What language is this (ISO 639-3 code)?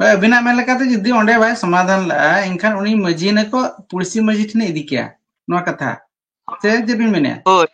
sat